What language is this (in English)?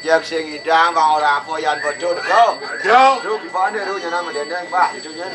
Balinese